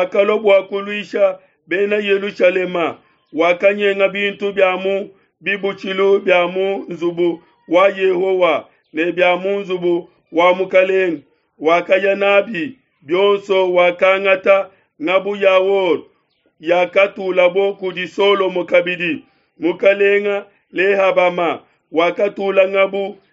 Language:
Luba-Lulua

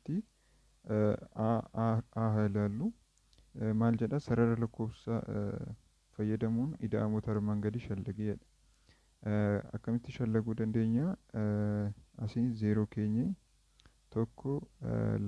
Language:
Oromo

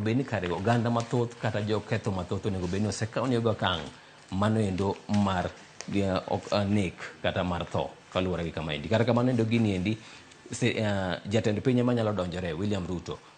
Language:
Luo (Kenya and Tanzania)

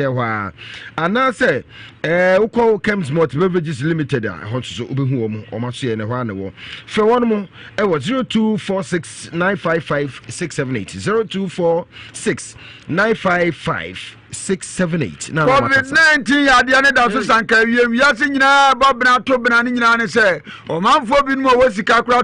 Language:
Akan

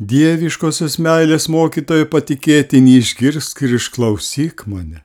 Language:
Lithuanian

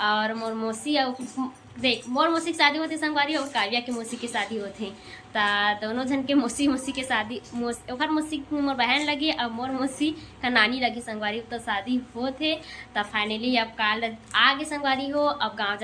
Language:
Chhattisgarhi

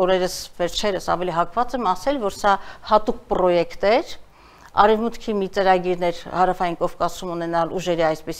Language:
Armenian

